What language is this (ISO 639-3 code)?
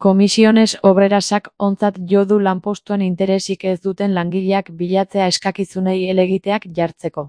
eus